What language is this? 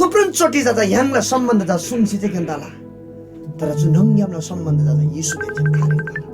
Eastern Tamang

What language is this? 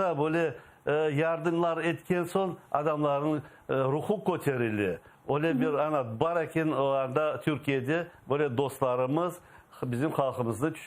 Crimean Tatar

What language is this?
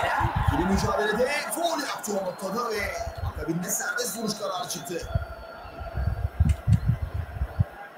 Turkish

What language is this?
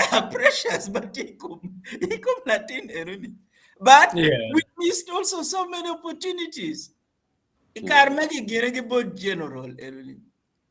Acoli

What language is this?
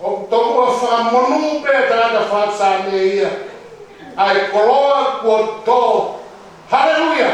Tongan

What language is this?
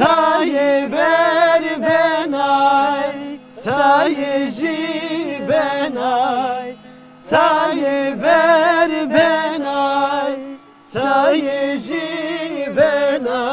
Zaza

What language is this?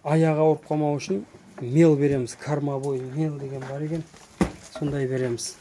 Kazakh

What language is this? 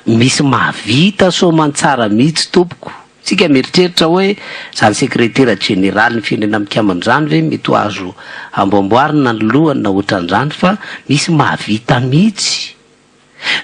Malagasy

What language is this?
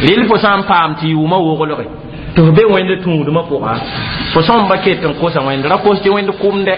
Mossi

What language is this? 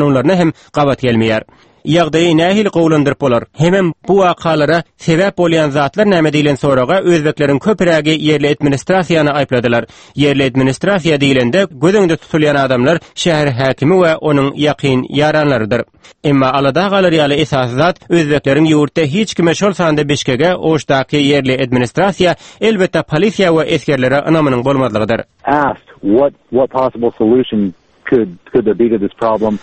Turkmen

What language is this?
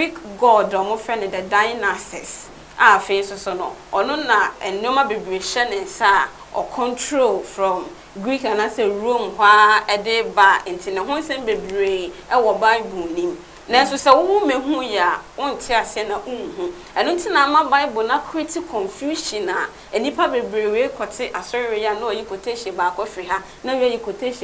Akan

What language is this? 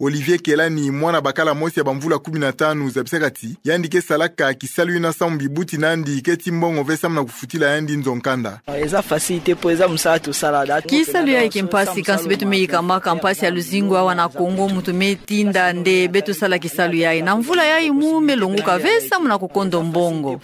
Kituba (Democratic Republic of Congo)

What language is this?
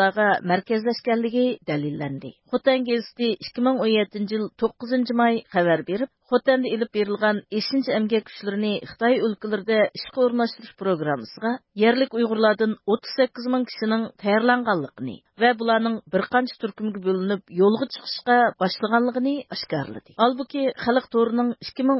Uyghur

